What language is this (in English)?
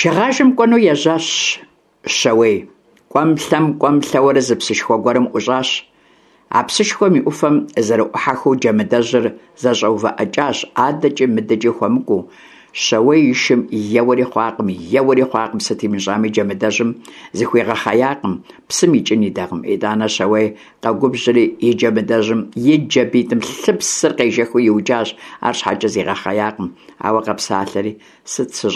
Kabardian